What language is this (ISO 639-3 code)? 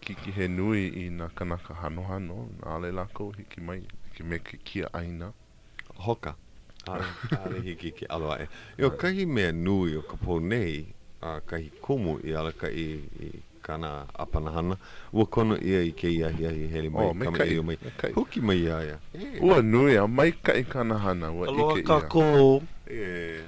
haw